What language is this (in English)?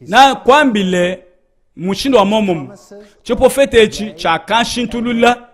Luba-Lulua